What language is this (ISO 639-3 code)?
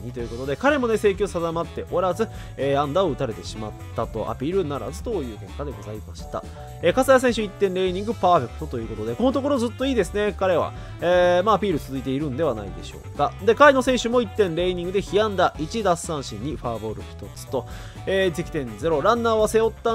jpn